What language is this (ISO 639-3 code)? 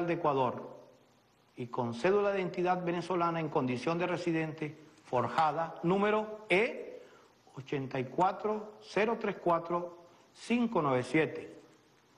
spa